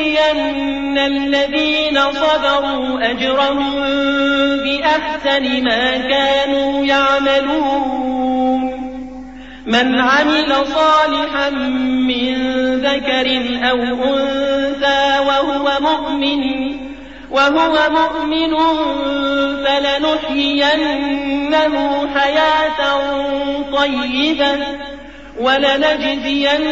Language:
Arabic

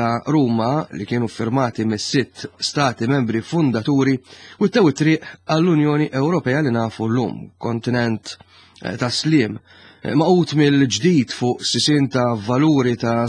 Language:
Maltese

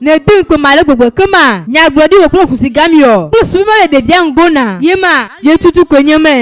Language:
Ewe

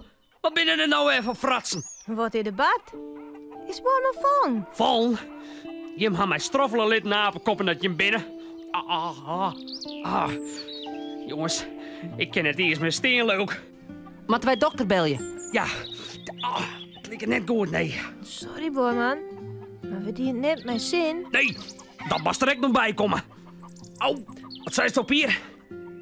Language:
Western Frisian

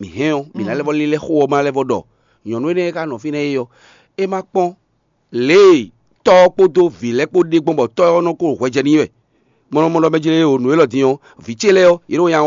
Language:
Fon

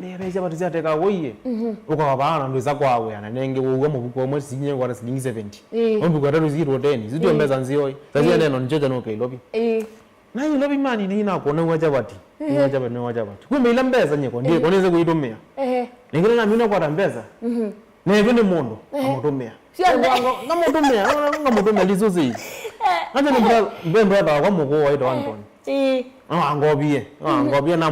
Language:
Kamba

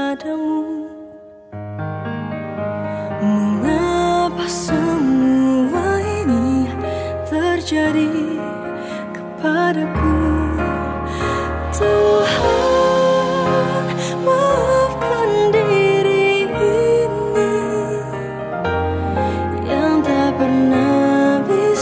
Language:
Indonesian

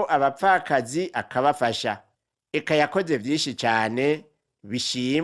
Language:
Rundi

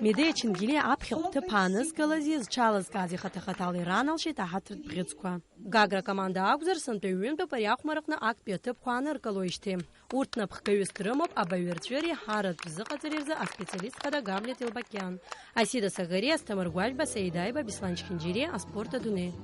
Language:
Abkhazian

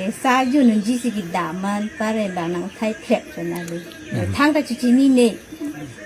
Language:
Karbi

